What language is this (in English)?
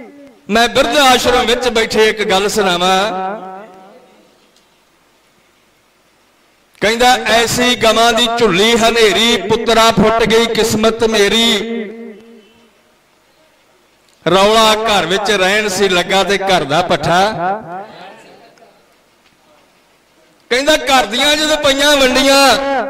Punjabi